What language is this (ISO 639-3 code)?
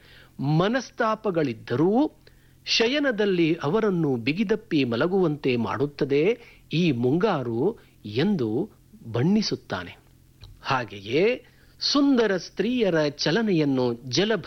kan